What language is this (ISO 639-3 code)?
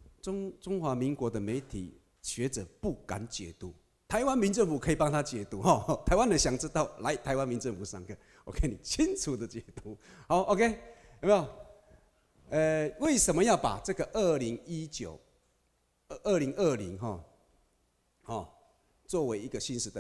zho